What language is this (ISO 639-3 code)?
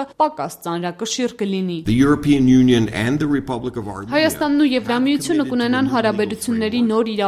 hye